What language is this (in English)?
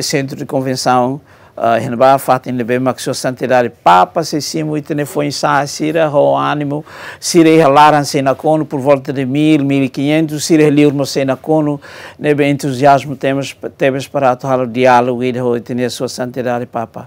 Tetum